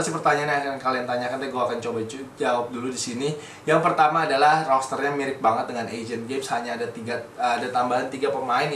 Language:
Indonesian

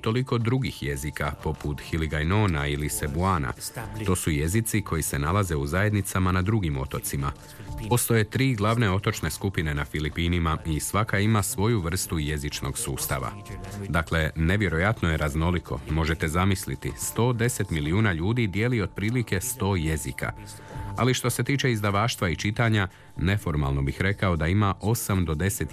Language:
Croatian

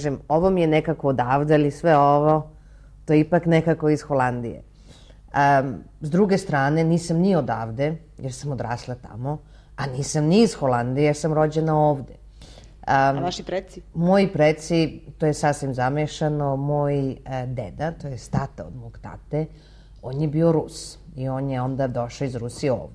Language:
Serbian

